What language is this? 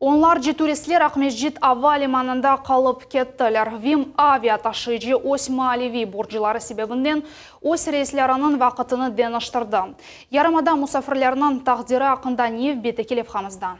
Crimean Tatar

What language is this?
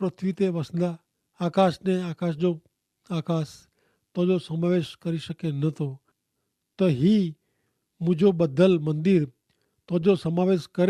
Kachhi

